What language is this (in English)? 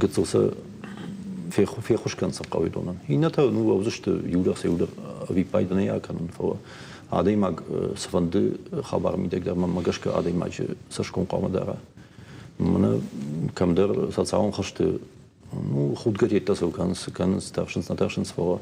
Ossetic